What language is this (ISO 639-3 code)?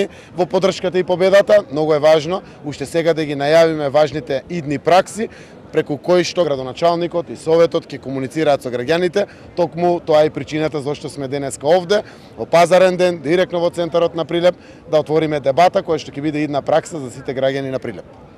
mkd